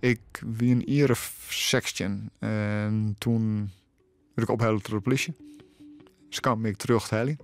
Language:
Western Frisian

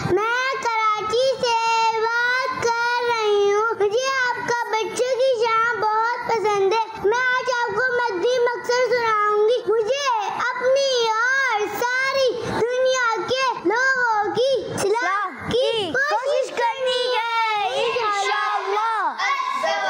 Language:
Urdu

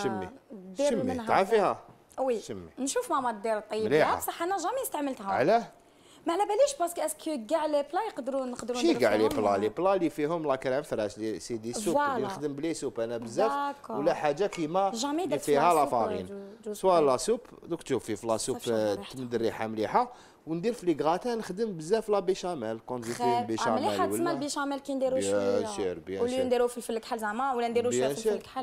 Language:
Algerian Arabic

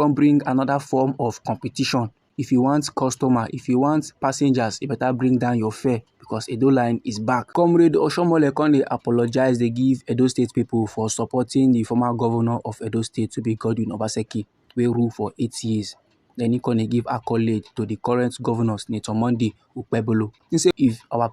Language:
Nigerian Pidgin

